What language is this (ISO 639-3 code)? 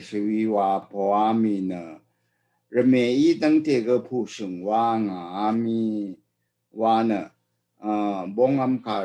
raw